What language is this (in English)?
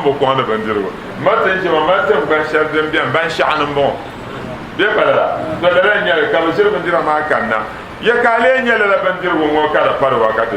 Dagbani